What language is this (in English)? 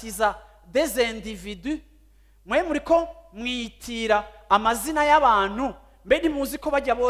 Rundi